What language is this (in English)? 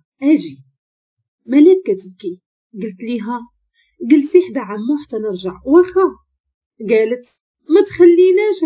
Moroccan Arabic